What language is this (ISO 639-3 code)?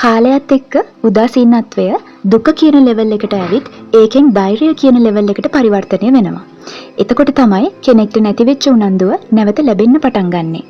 sin